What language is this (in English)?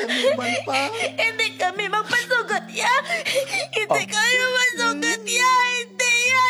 Hiligaynon